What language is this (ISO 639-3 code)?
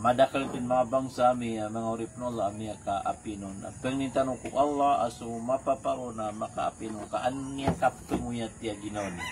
mrw